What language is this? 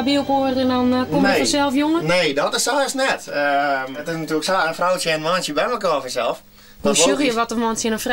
Western Frisian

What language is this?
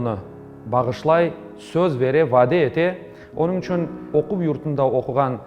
Crimean Tatar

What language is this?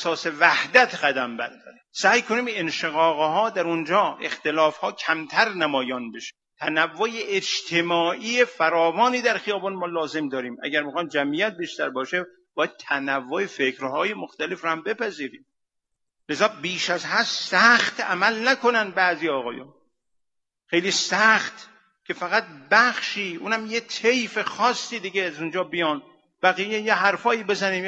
Persian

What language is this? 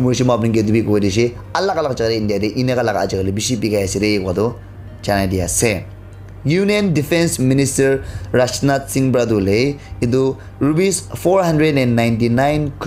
Naga Pidgin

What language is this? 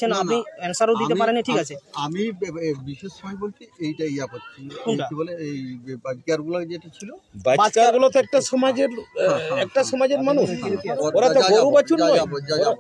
Santali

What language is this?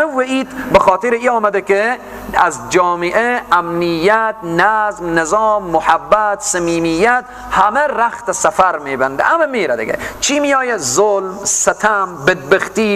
Persian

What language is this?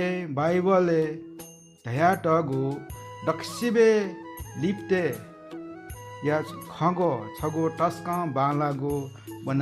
Newari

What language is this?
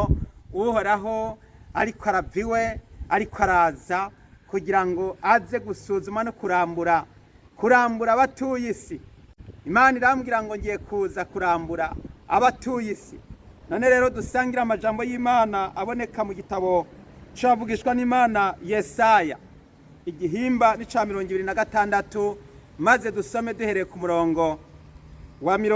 Rundi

